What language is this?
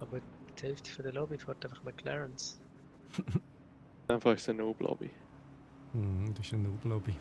Swiss German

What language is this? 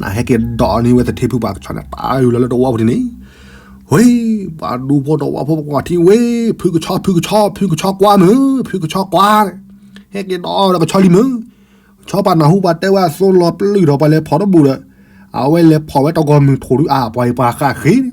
S'gaw Karen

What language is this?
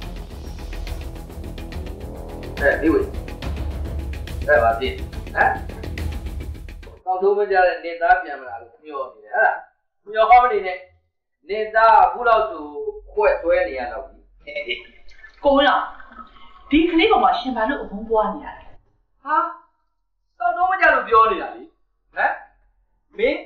Burmese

